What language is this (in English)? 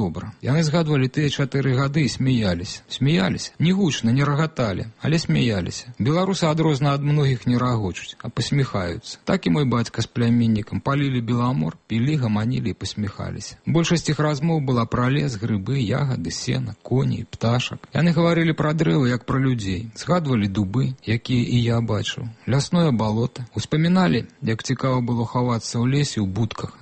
Belarusian